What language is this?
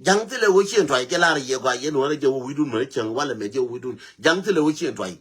Nuer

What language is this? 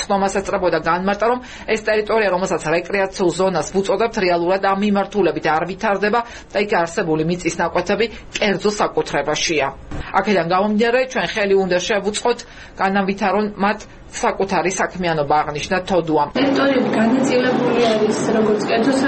Georgian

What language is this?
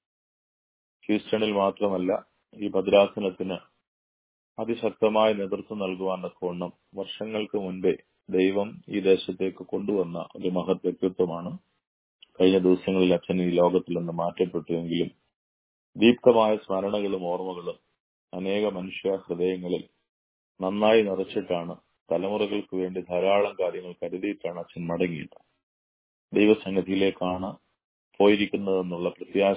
Malayalam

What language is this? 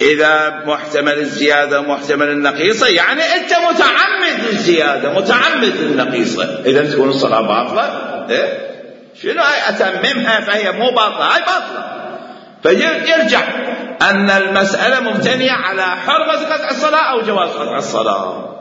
Mesopotamian Arabic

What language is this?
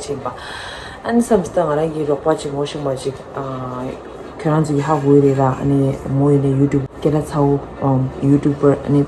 Tibetan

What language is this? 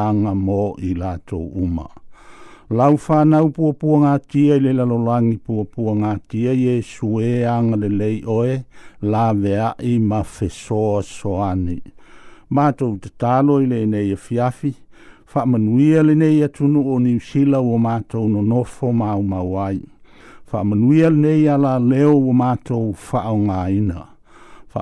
Samoan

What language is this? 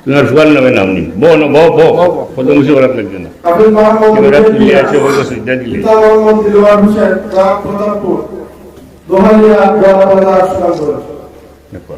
Sylheti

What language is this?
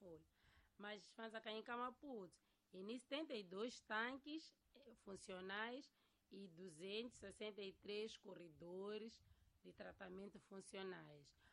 Tsonga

